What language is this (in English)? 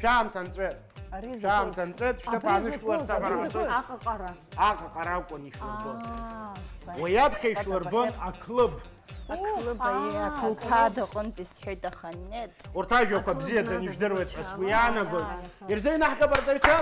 Abkhazian